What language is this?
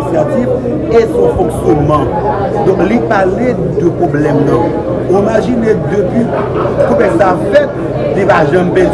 Haitian Creole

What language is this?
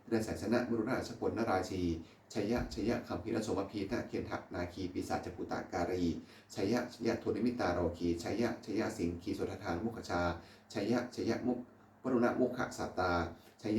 Pali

